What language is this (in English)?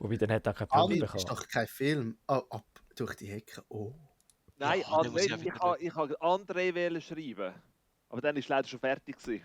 Swiss German